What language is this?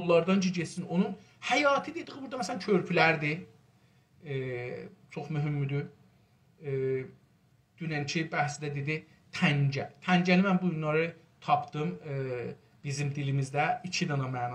South Azerbaijani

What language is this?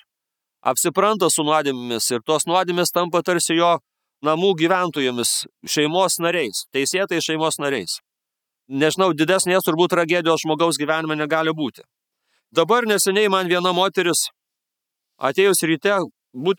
Lithuanian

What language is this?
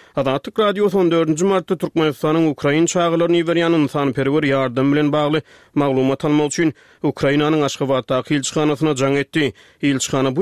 Turkmen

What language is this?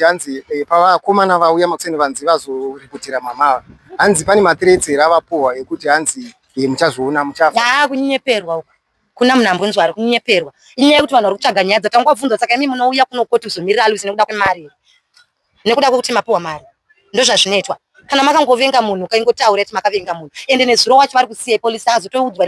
Shona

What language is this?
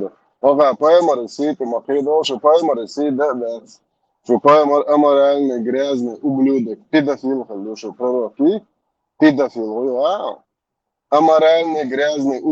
Chechen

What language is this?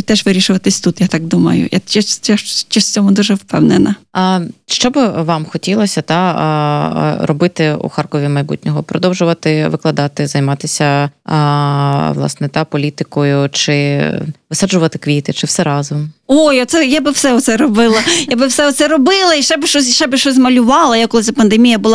Ukrainian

